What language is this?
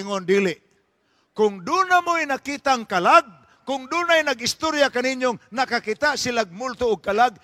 Cebuano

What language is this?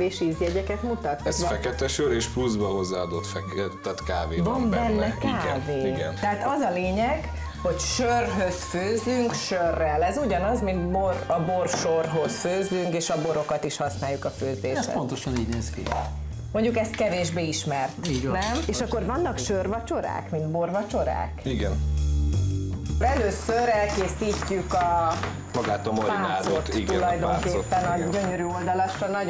Hungarian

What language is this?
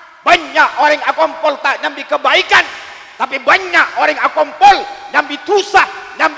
Madurese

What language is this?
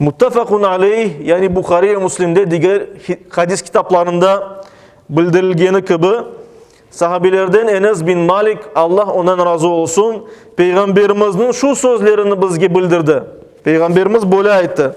Crimean Tatar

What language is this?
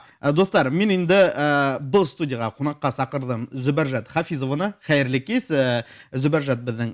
Bashkir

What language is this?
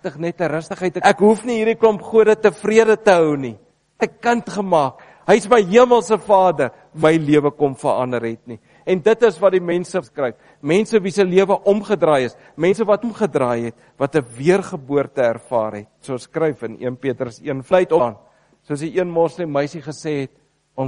Afrikaans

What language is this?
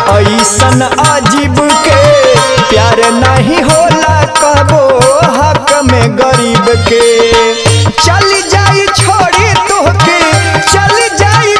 Bhojpuri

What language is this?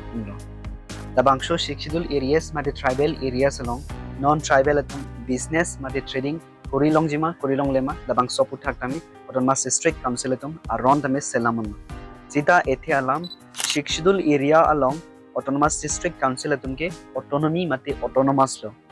Karbi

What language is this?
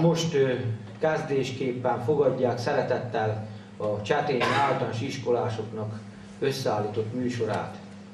Hungarian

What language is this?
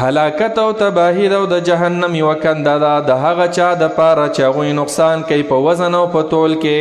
Pashto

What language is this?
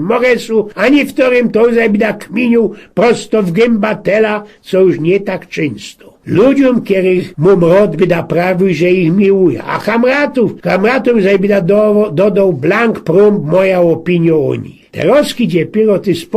Silesian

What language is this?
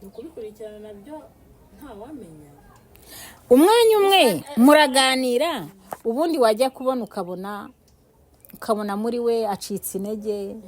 Kinyarwanda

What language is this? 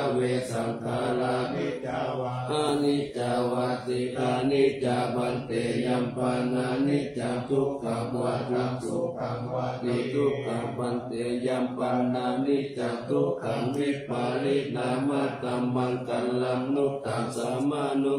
Pali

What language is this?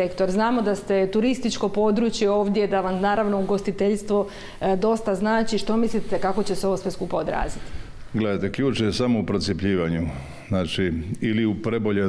Croatian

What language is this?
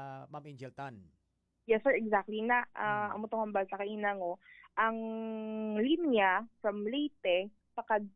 Hiligaynon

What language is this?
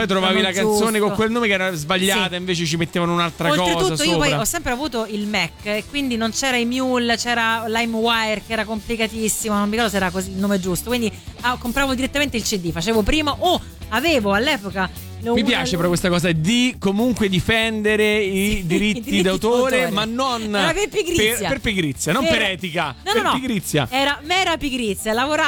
Italian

